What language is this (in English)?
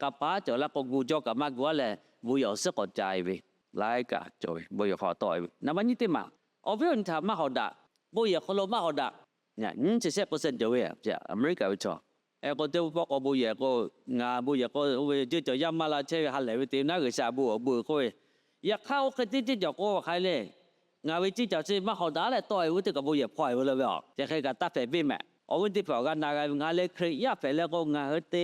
Lahu